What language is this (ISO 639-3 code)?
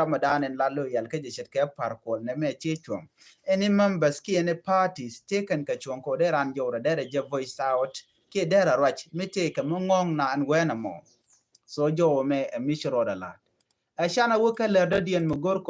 nus